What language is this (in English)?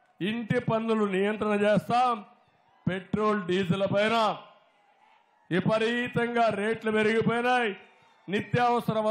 Telugu